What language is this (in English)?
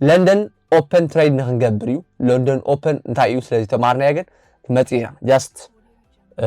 Tigrinya